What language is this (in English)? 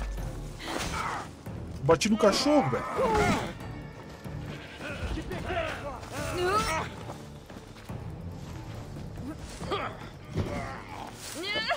Portuguese